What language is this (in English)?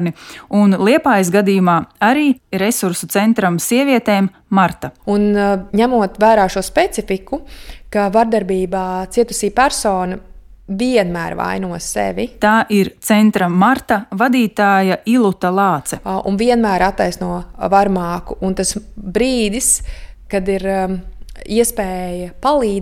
Latvian